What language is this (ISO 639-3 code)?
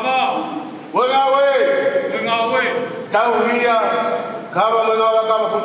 ton